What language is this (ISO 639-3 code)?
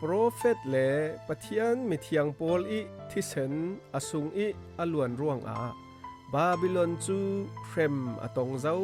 cfm